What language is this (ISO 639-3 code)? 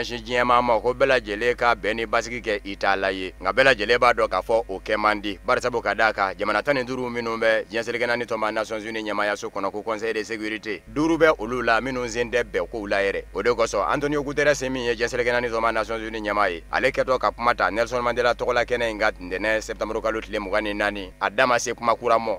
bam